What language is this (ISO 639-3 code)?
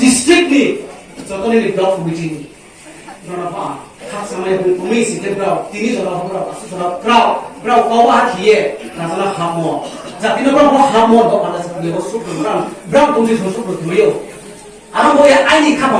ria